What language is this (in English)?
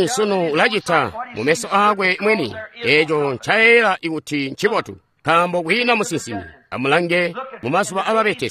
Tonga (Zambia)